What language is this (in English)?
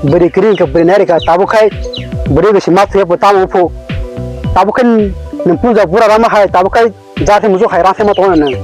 Kok Borok